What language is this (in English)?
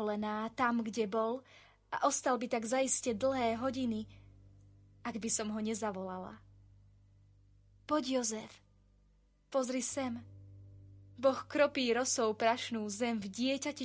Slovak